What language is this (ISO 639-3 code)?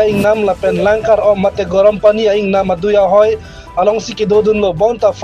mjw